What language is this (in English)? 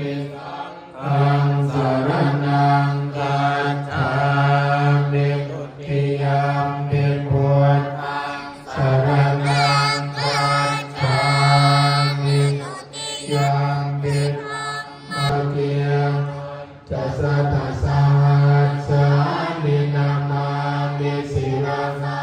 Pali